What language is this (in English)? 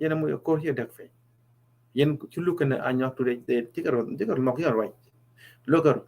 Nuer